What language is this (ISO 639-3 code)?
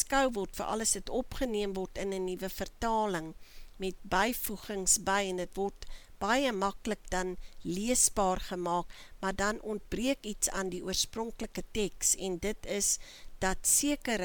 afr